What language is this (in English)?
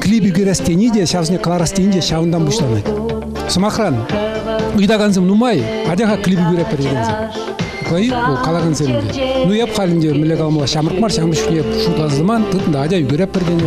Chuvash